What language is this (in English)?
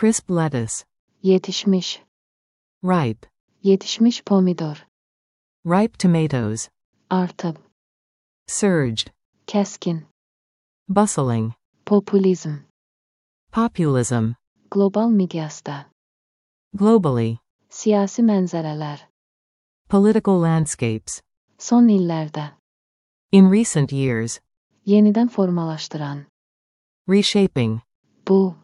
Azerbaijani